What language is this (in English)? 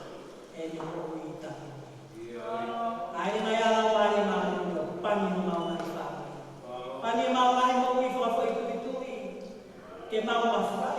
Tongan